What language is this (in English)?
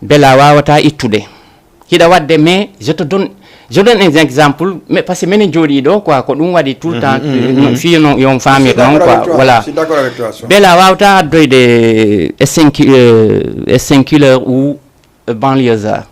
Fula